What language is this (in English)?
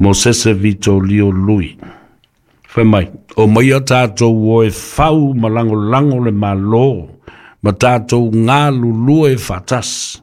Samoan